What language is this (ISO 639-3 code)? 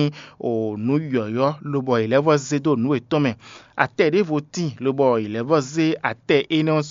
fon